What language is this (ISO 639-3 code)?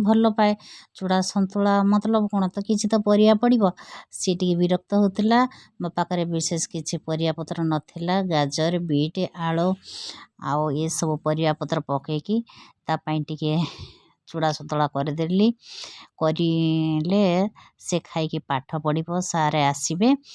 ori